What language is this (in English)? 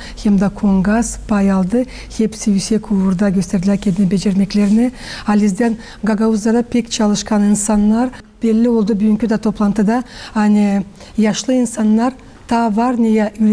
Gagauz